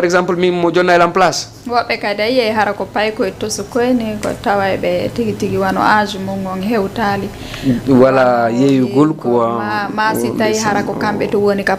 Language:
Fula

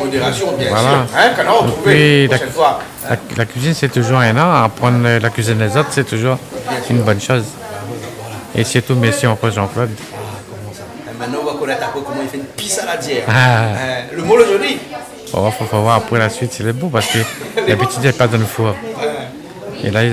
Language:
Réunion Creole French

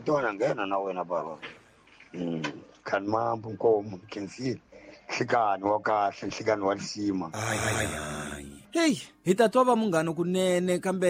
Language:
Tsonga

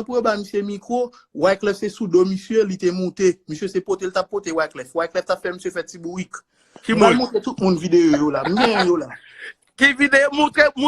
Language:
Haitian Creole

